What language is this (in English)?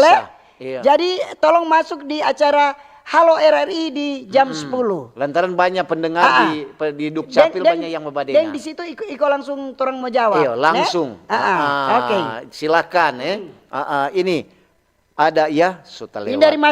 Manado Malay